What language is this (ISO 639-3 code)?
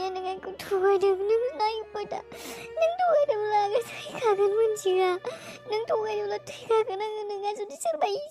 brx